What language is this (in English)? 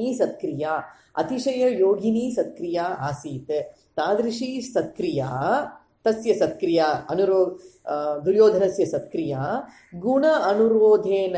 Sanskrit